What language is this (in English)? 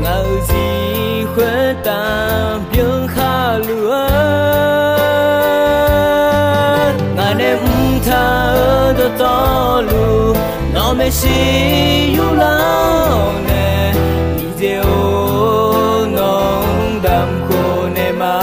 Akha